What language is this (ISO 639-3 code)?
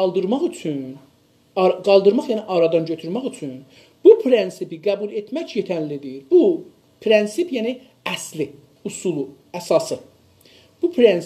azb